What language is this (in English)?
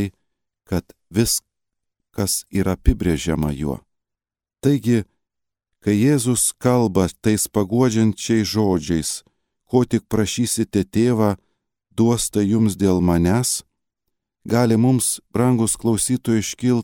Lithuanian